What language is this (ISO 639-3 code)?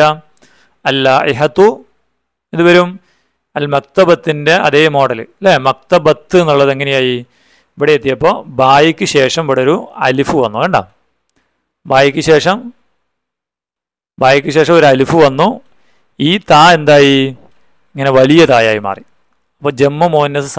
mal